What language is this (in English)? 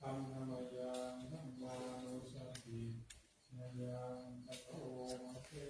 Pali